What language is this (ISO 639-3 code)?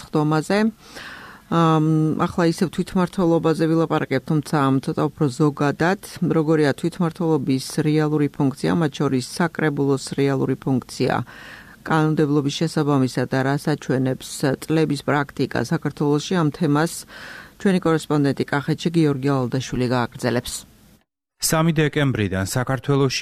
kat